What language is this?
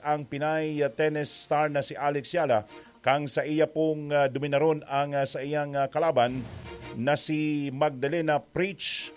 Bikol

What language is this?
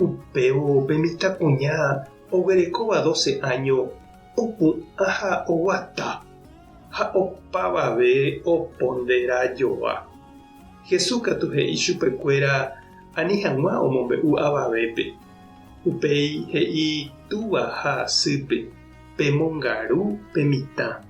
Guarani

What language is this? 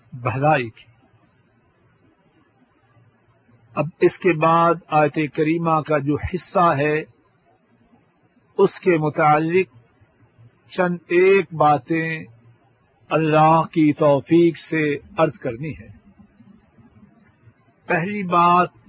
Urdu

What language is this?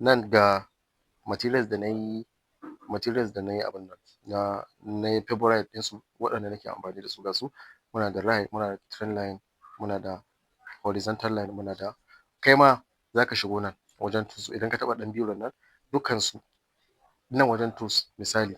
Hausa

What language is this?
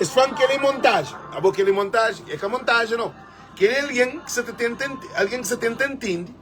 Kabuverdianu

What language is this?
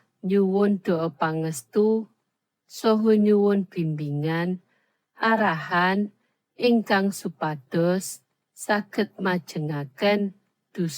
Javanese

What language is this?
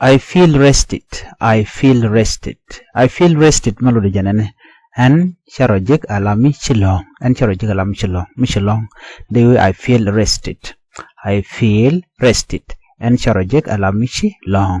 Nuer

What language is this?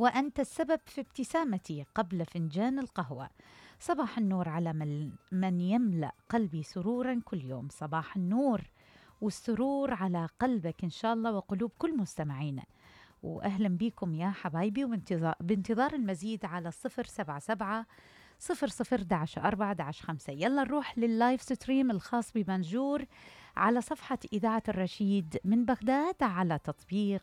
Mesopotamian Arabic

